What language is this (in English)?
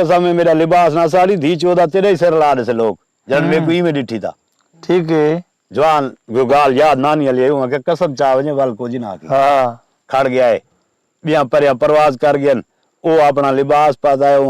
Saraiki